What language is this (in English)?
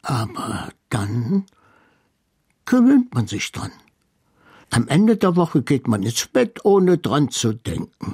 German